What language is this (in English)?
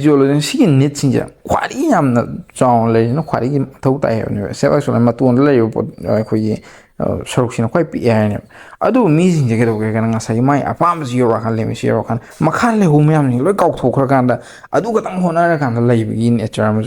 Manipuri